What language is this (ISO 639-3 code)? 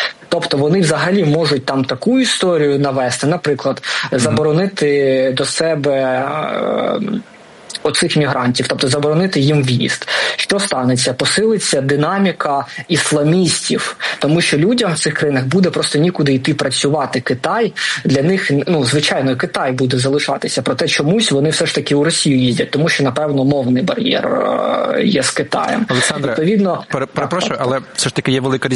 ukr